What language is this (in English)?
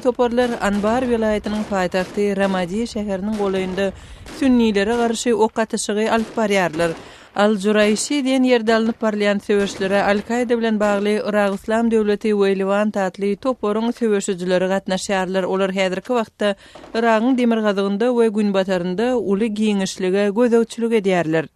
Turkmen